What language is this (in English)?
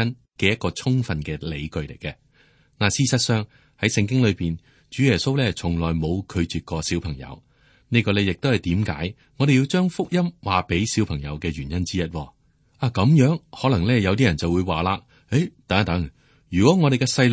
Cantonese